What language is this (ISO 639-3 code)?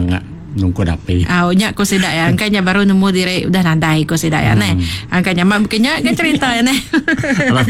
iba